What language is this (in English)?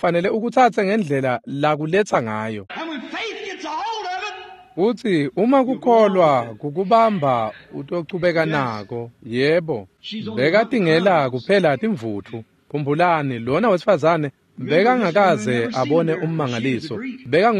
Swati